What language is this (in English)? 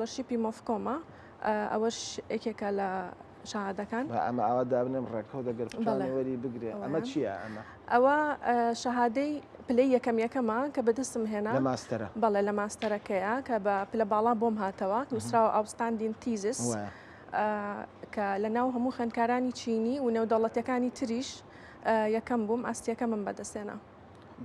Central Kurdish